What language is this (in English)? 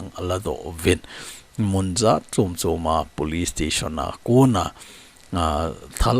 Thado Chin